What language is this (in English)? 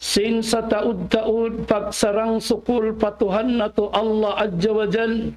Tausug